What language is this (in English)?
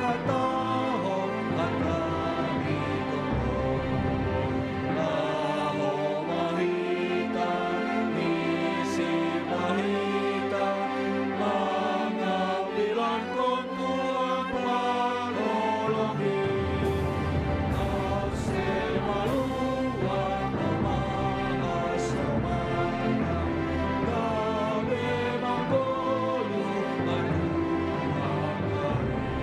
Batak Simalungun